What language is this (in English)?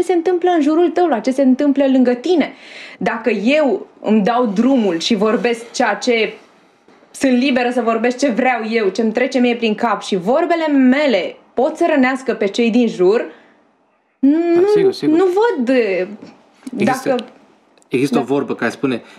Romanian